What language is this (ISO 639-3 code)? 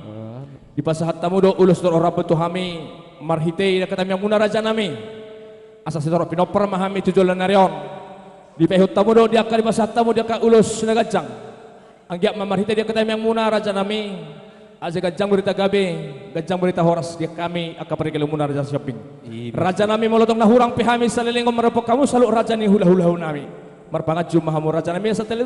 bbc